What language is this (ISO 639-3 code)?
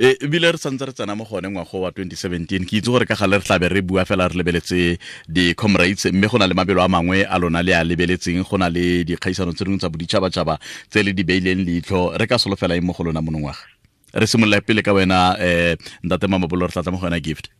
tsn